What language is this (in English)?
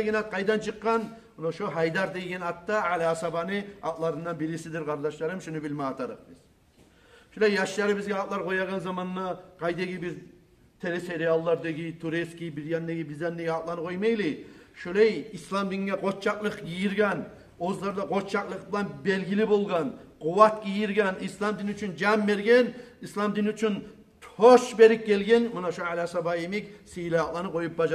Kumyk